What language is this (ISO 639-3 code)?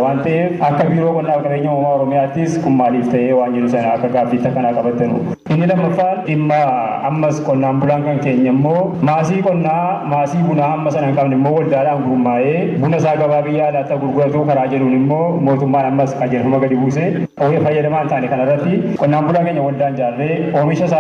orm